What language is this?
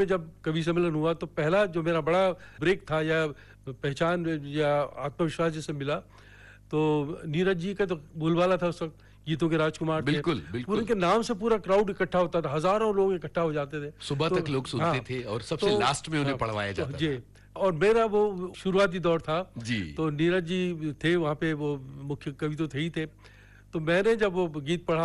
Hindi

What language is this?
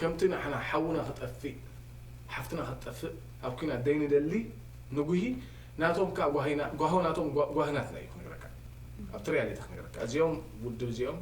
Tigrinya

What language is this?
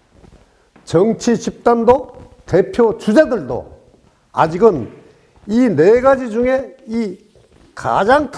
Korean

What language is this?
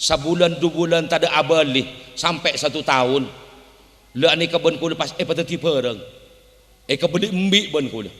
Madurese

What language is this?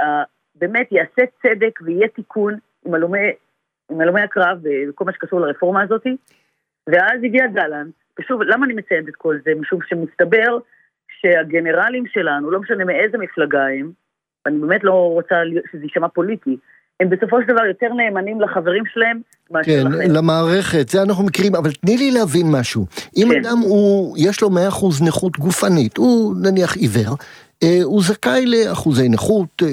Hebrew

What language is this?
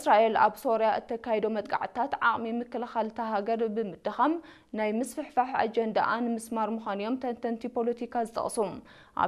Tigrinya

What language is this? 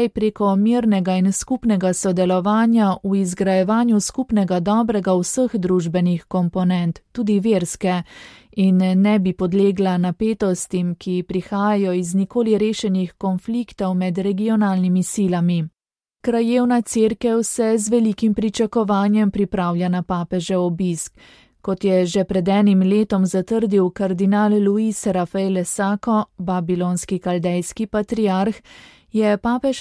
Slovenian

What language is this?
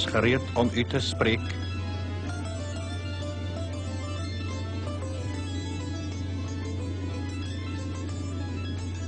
Afrikaans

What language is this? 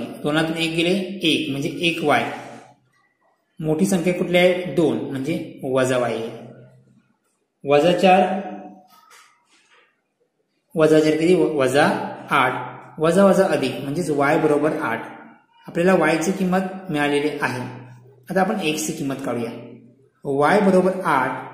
Marathi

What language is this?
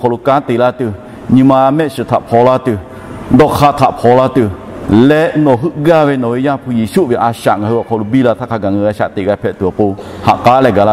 Lahu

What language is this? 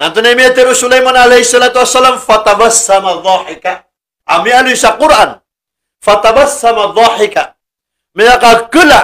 Maranao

